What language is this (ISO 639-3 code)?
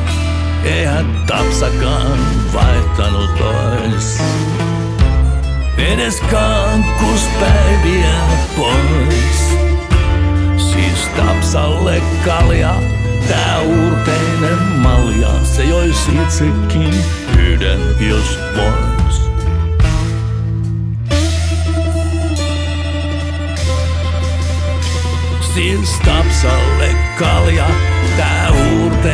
fin